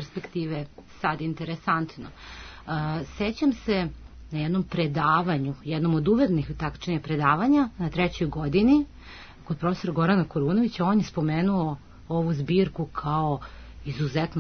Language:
Serbian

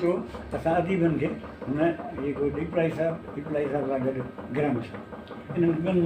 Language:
Sindhi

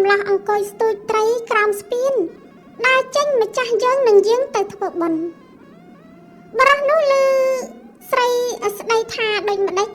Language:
Khmer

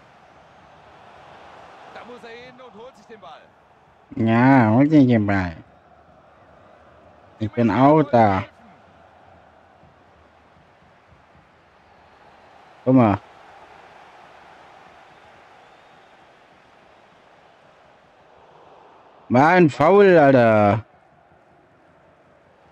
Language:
German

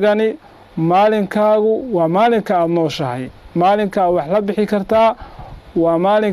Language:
Somali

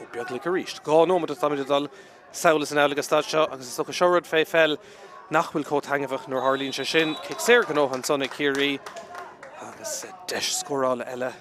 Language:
Irish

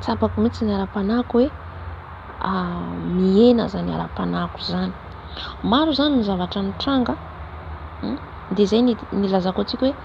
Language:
Malagasy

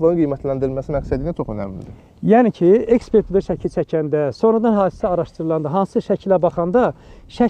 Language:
Azerbaijani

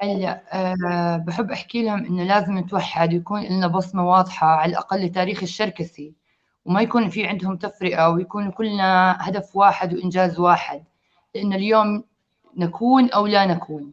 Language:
North Levantine Arabic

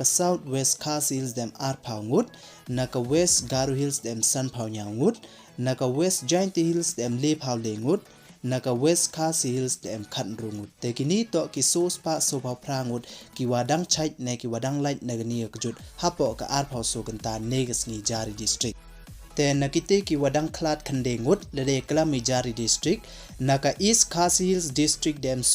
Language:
Pnar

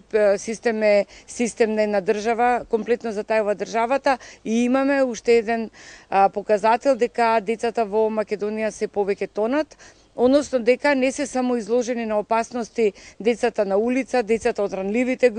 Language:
Macedonian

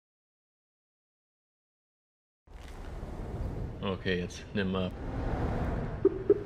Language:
German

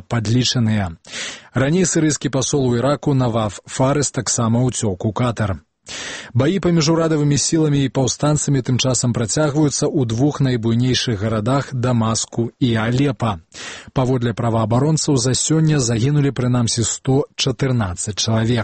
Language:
Belarusian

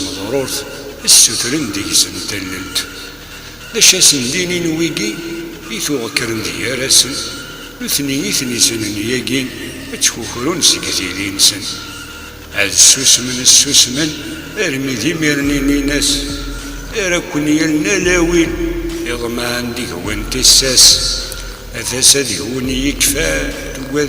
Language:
Kabyle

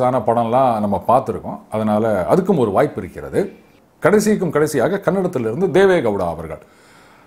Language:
Tamil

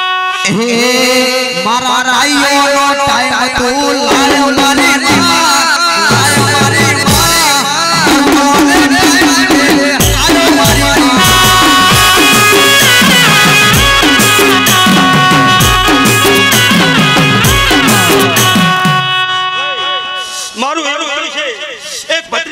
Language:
Gujarati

